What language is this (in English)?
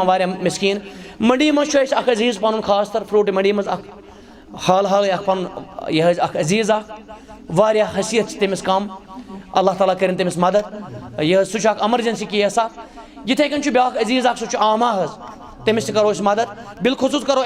Kashmiri